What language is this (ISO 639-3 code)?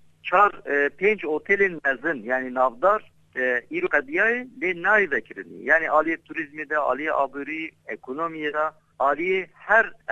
kur